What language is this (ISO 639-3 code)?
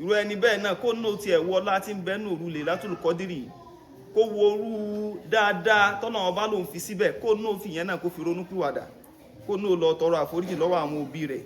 yor